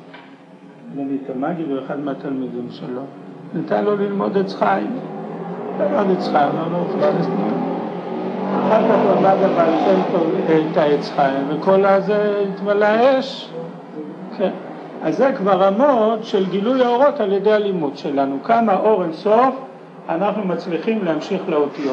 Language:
Hebrew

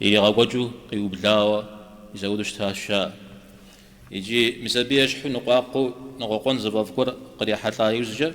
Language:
Kabardian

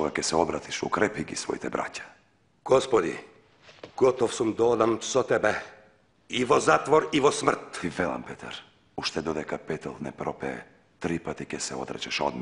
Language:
Macedonian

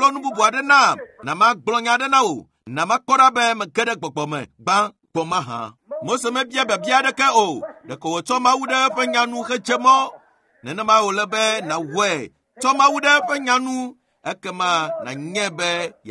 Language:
Ewe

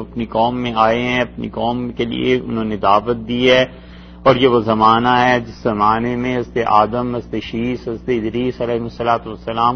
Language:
Urdu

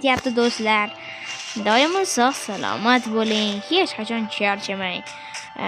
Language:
Uzbek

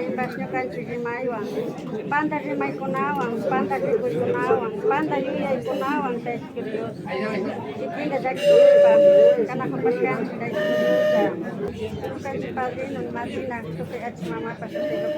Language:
Imbabura Highland Quichua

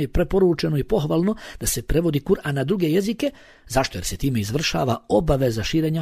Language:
Bosnian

